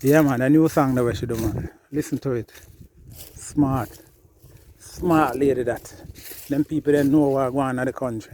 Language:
Jamaican Creole English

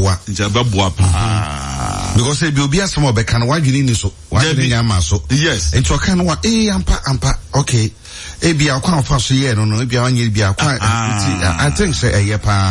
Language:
Akan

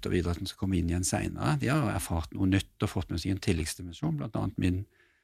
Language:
Norwegian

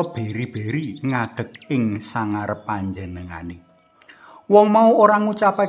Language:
Javanese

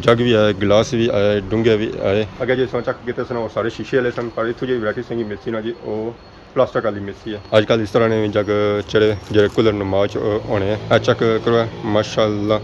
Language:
Pahari-Potwari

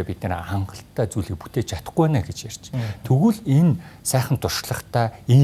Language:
Mongolian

